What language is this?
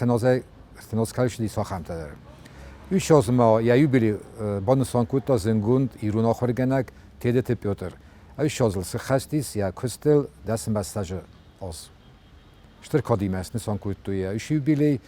Ossetic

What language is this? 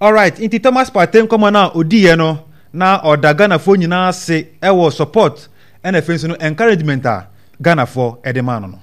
Akan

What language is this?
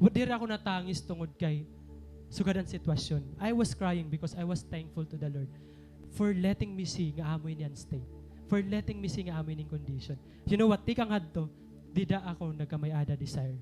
Waray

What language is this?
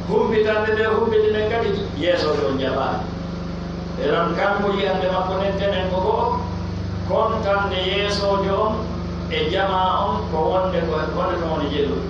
Pular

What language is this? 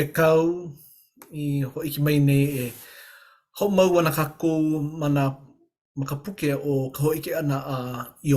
Hawaiian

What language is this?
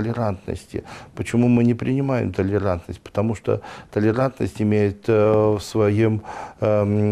Russian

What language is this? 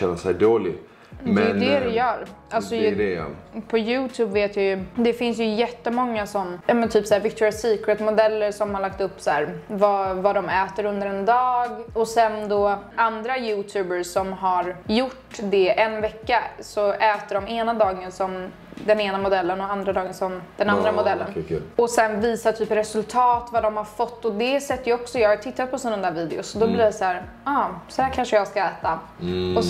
Swedish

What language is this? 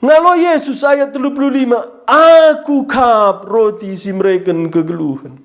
Batak Karo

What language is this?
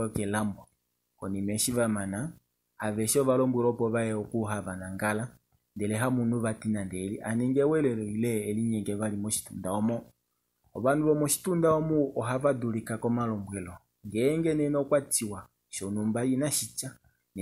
Kuanyama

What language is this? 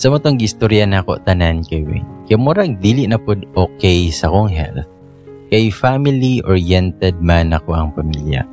Cebuano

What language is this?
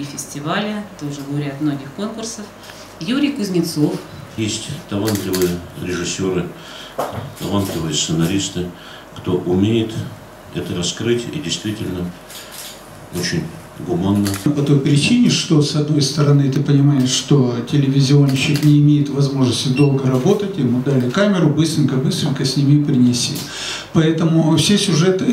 Russian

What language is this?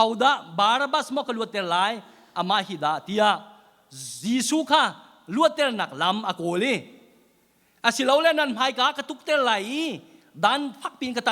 Hakha Chin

